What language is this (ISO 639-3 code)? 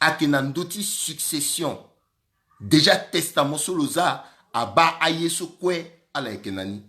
sag